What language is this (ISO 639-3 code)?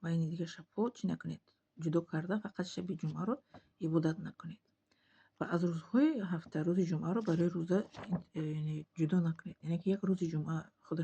tgk